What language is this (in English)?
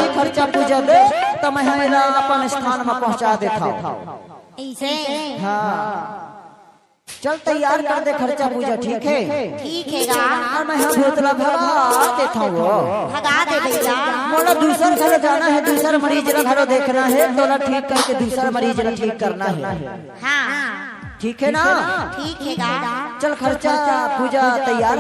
Chhattisgarhi